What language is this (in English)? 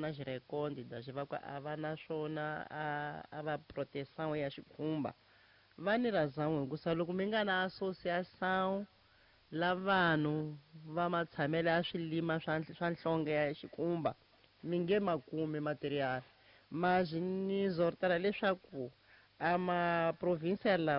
Tsonga